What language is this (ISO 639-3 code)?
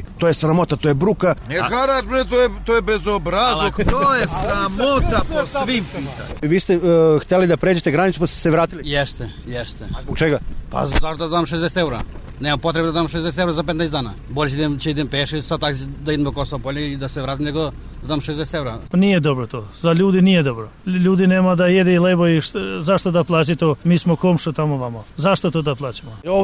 srp